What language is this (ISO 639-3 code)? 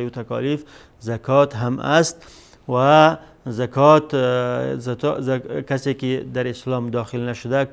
fas